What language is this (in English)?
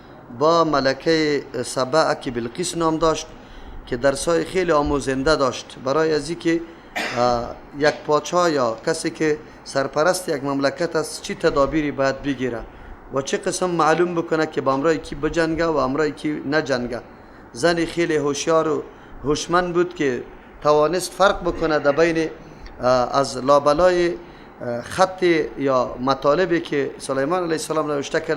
Persian